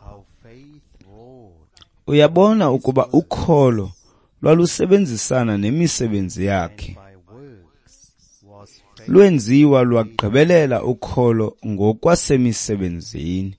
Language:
Xhosa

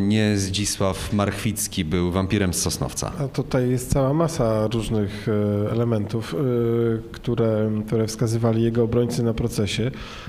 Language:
Polish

